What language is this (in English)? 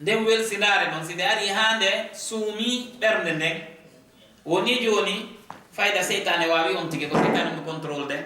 Fula